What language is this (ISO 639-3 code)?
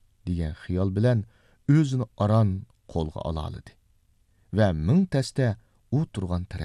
uig